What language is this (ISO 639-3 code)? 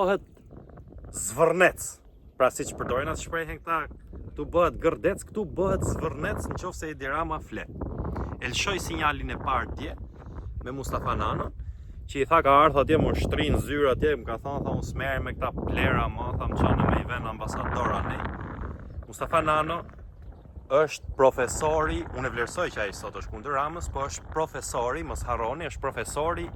sqi